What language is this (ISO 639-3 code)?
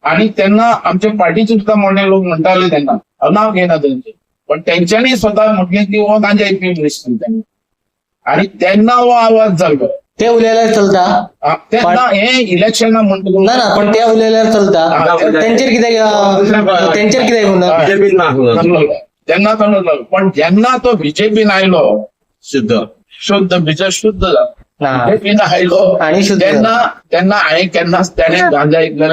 kok